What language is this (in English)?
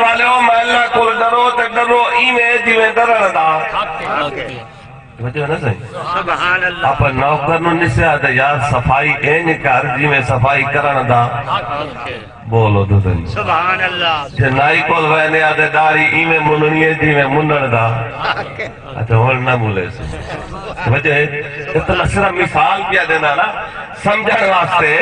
Saraiki